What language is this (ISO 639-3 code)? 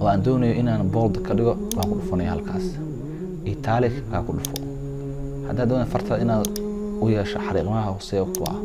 som